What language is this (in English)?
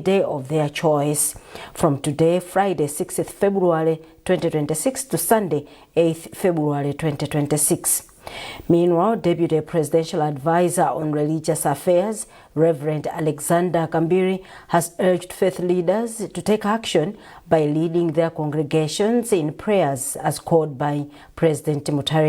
English